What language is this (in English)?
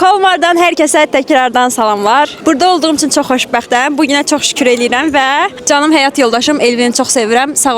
Azerbaijani